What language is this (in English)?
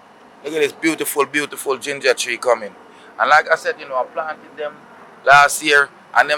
Jamaican Creole English